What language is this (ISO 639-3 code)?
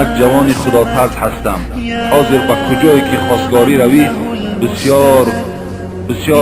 tgk